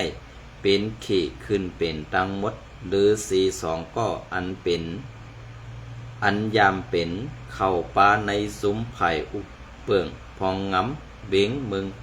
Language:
Shan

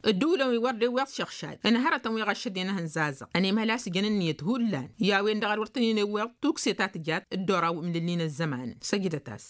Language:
Tamasheq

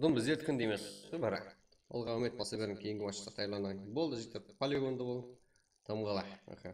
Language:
Kara-Kalpak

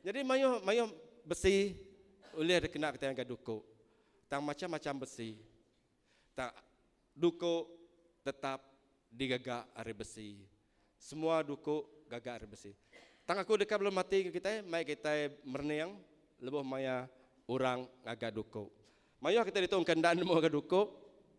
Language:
Iban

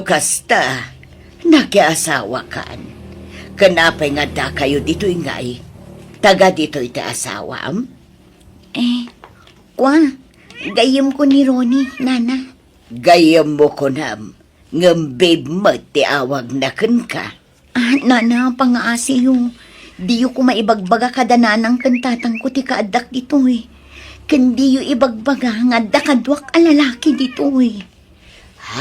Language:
Iloko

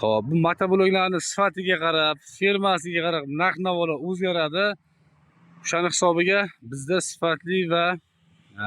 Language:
Uzbek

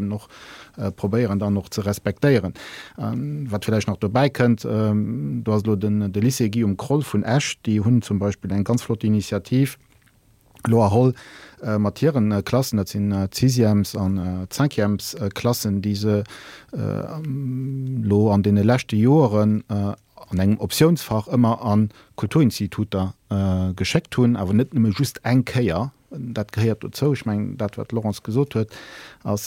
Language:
Luxembourgish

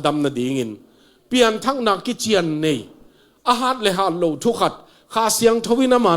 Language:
Tedim Chin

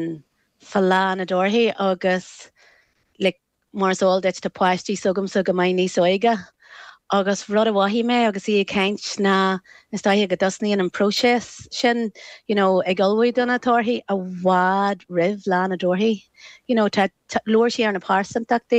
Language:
Irish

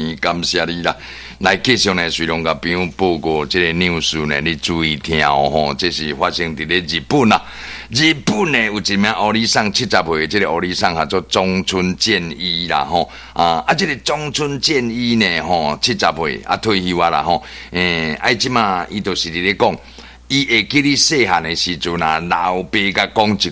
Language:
Min Nan Chinese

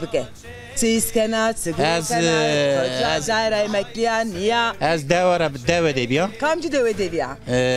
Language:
Zaza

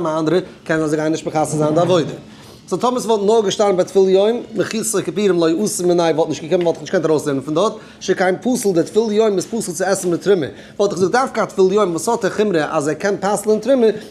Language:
Yiddish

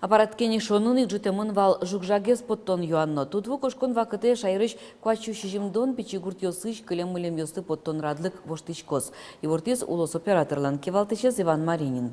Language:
Udmurt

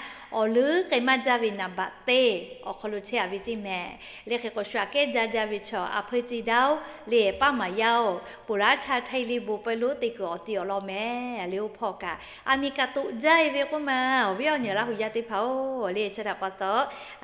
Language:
Lahu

